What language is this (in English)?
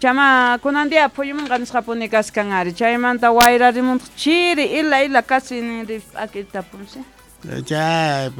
South Bolivian Quechua